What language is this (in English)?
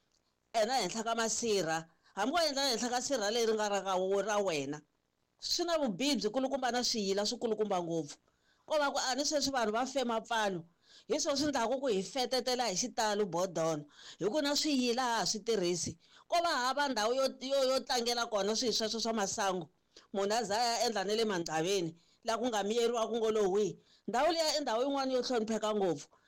Tsonga